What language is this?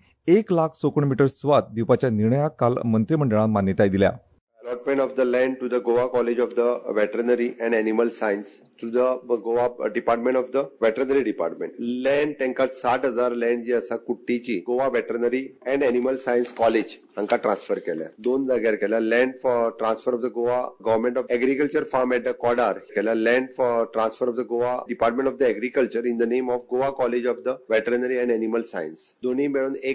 Konkani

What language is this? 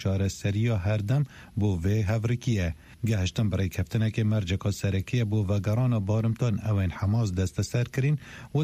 Kurdish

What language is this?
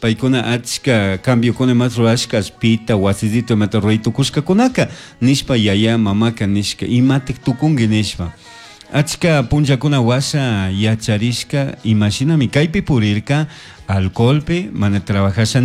Chimborazo Highland Quichua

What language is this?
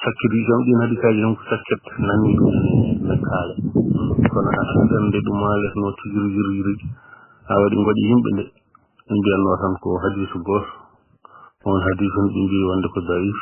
Fula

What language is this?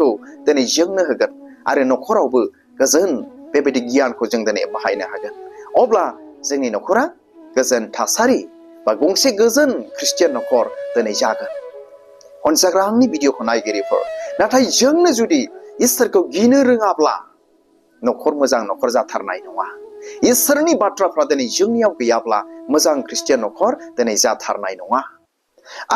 Bodo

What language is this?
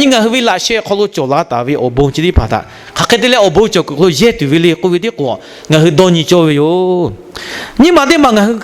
Lahu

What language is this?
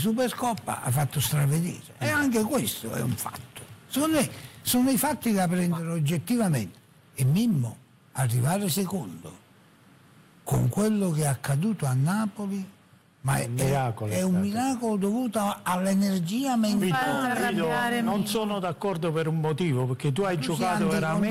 Italian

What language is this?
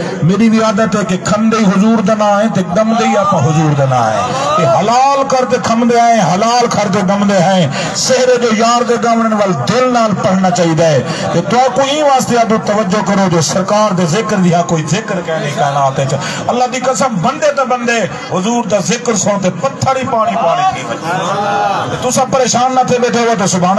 Saraiki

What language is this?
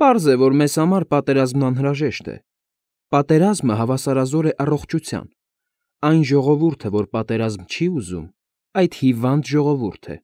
Armenian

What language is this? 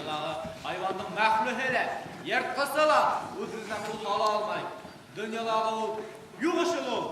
Bashkir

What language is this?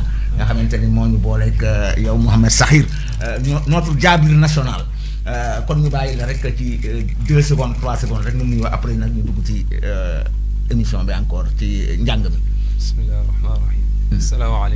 Wolof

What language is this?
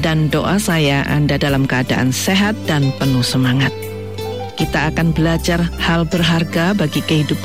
Indonesian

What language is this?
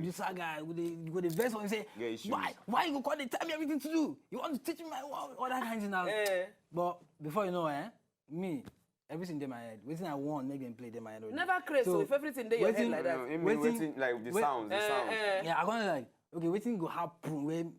Nigerian Pidgin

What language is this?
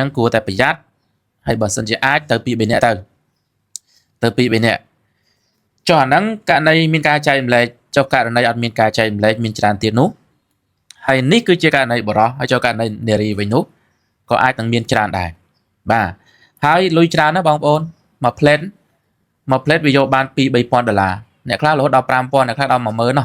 Khmer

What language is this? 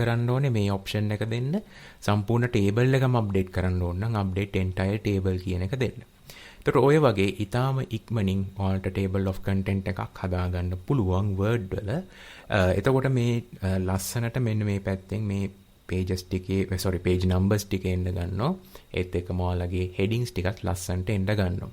Sinhala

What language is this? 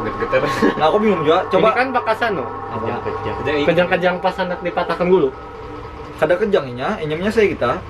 Banjar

